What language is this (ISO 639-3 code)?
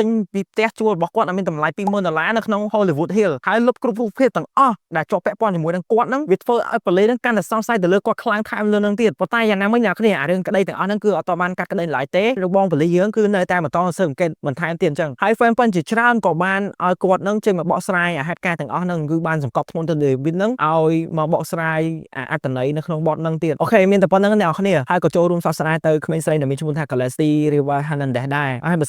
khm